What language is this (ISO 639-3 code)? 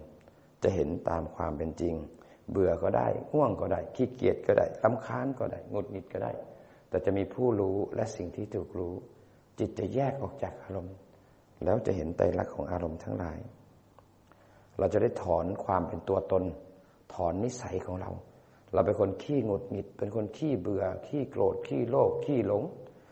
tha